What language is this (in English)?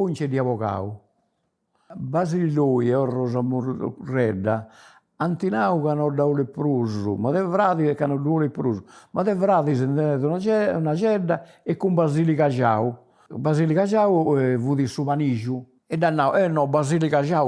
Sardinian